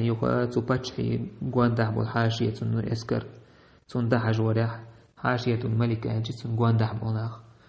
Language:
Chechen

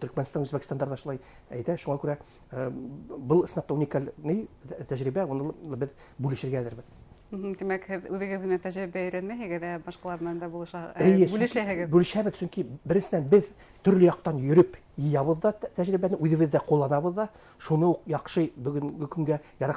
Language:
Bashkir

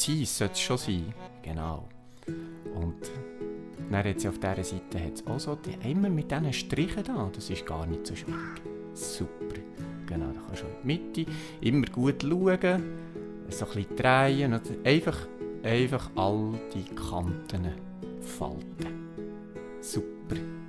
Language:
Swiss German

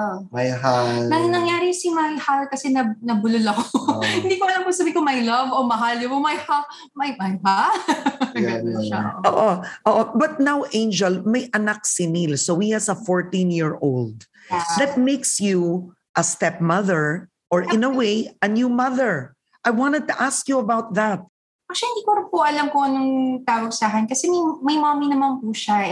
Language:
Filipino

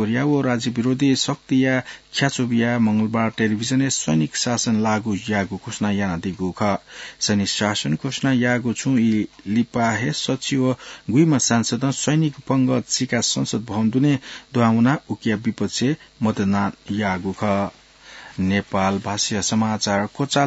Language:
Newari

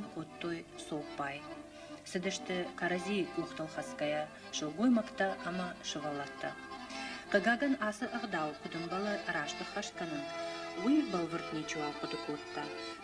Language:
Ossetic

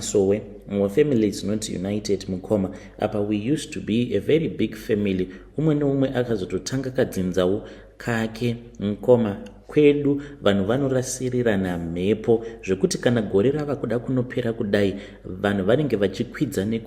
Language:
Shona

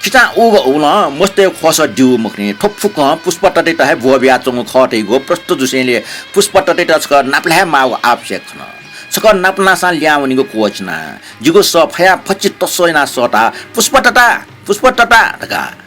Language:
Newari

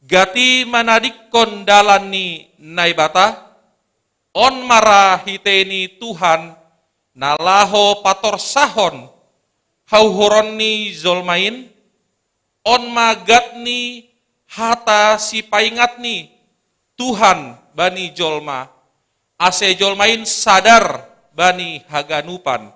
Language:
Batak Simalungun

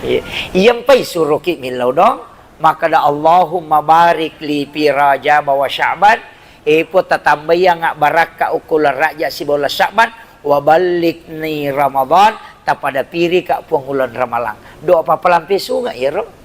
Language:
Buginese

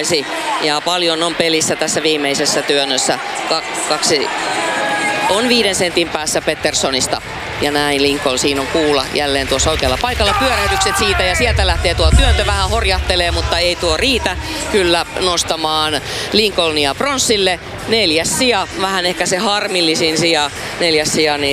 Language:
Finnish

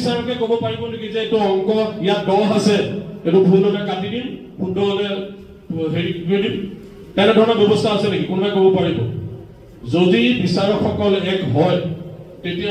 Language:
Assamese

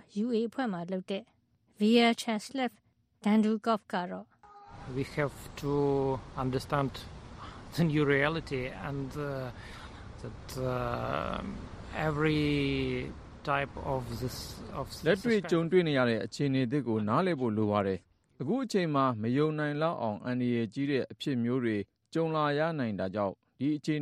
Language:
Burmese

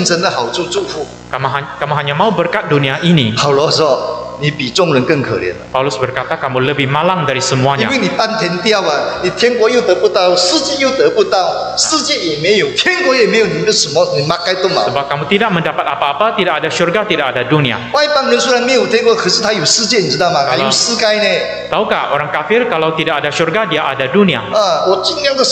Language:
Chinese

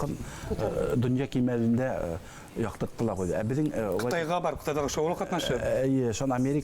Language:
Bashkir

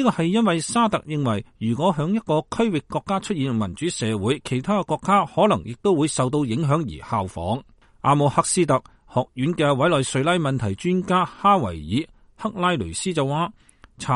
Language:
Cantonese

